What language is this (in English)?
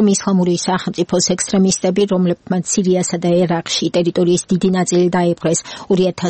Georgian